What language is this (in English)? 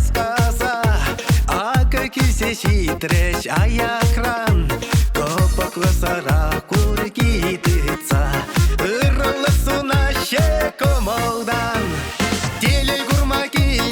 Chuvash